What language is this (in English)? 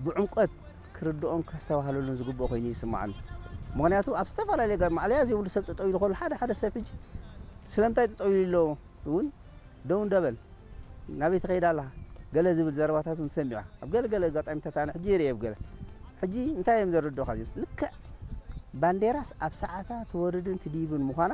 Tigrinya